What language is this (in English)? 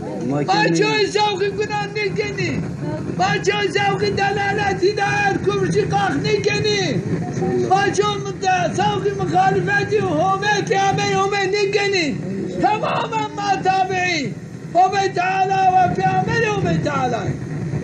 Zaza